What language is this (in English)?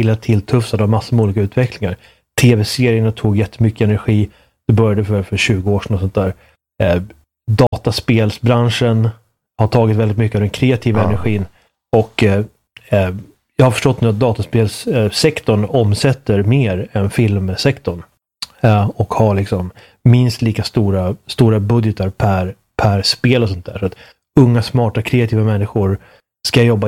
Swedish